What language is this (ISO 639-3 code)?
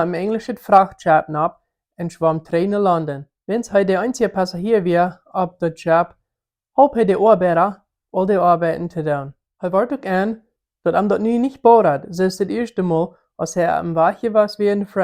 pdt